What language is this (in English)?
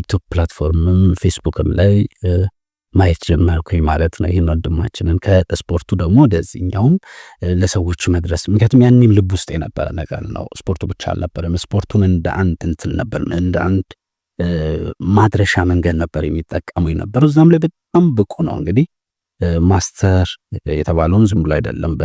Amharic